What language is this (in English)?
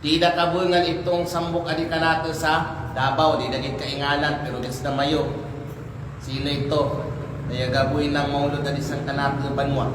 Kalagan